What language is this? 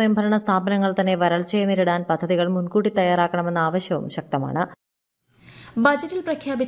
Malayalam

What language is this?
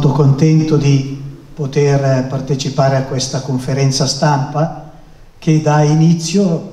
Italian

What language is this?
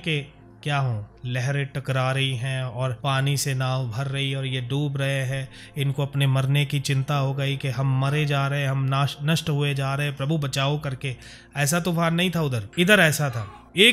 Hindi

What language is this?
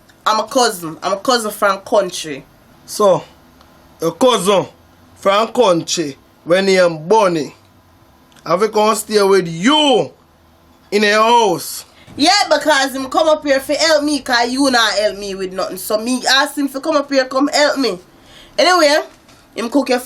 Jamaican Creole English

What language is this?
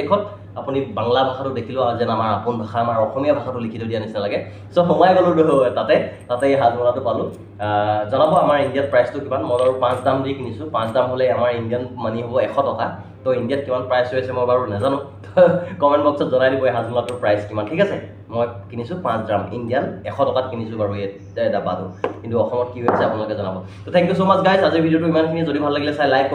Assamese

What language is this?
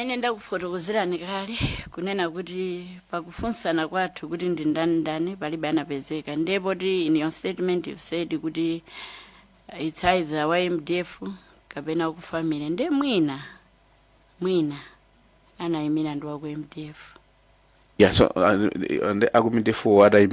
Nyanja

